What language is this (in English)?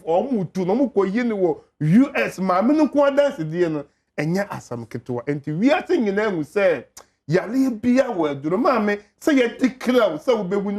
Akan